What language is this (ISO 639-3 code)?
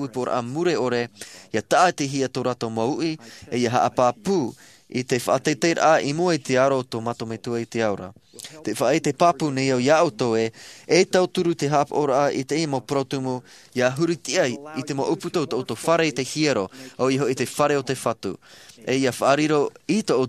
tah